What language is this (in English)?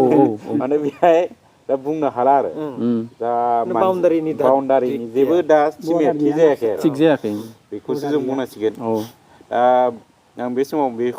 Bodo